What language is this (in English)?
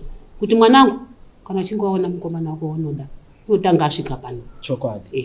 Shona